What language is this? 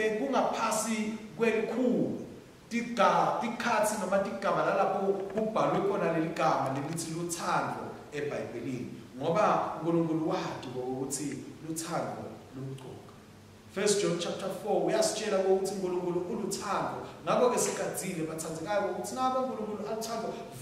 Swati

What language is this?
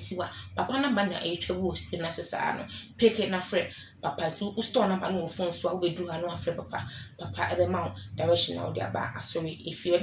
Akan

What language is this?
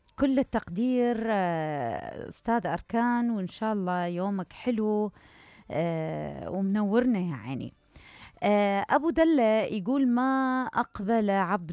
Mesopotamian Arabic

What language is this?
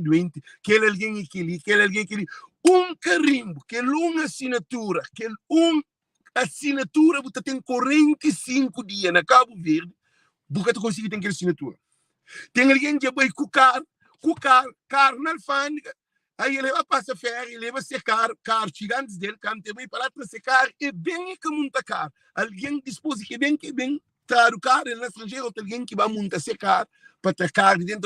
Kabuverdianu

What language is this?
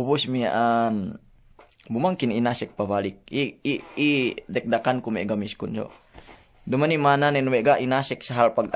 Yakan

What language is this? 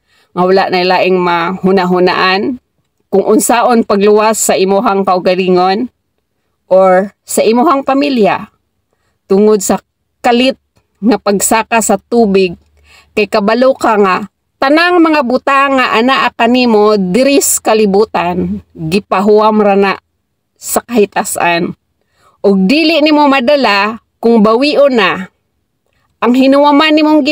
Cebuano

